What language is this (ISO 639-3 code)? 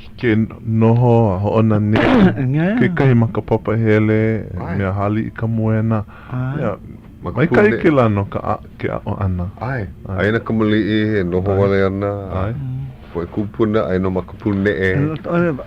haw